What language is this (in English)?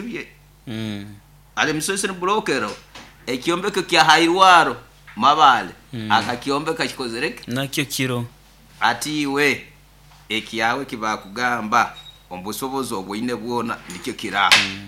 Nyoro